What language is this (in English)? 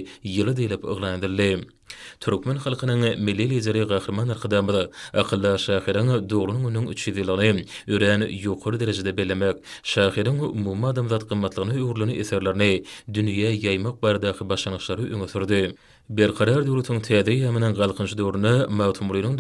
Turkmen